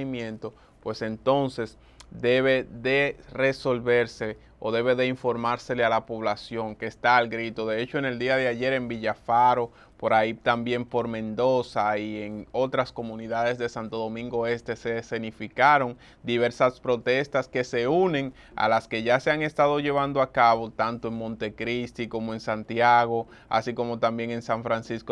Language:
Spanish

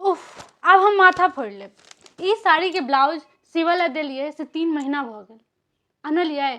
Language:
Maithili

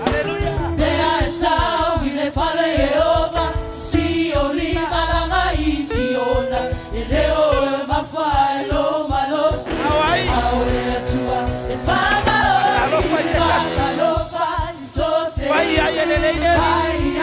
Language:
Samoan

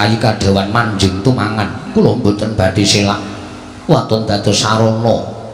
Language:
Javanese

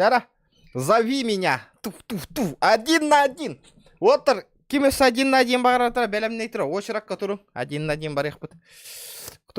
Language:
Yakut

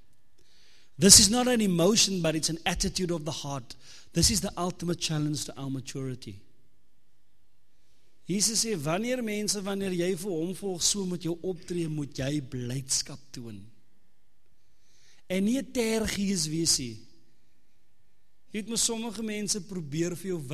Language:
Afrikaans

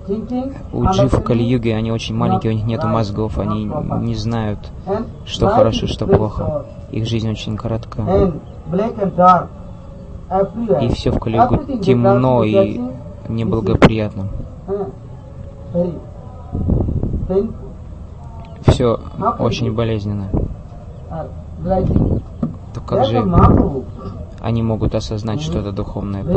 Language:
Russian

